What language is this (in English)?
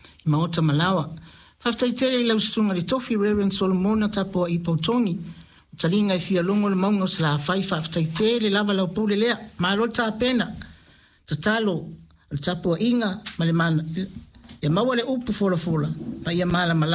Samoan